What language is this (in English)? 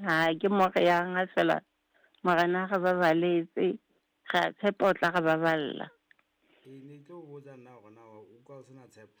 Southern Sotho